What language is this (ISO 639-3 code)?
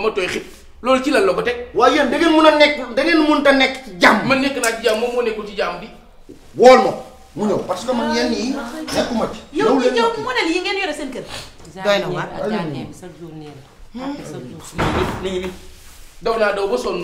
wol